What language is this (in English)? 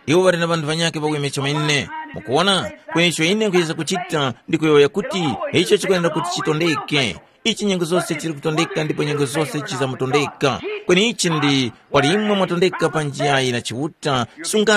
Tumbuka